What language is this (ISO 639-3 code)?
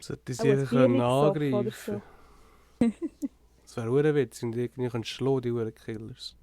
gsw